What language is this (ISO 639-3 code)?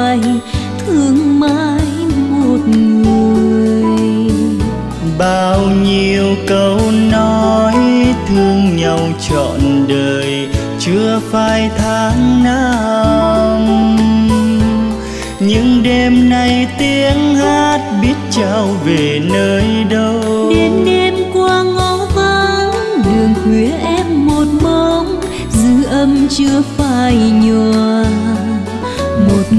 vie